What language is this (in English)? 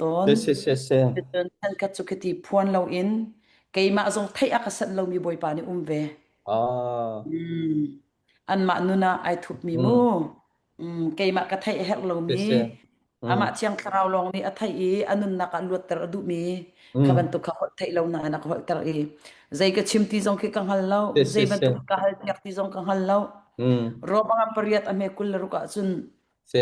Hakha Chin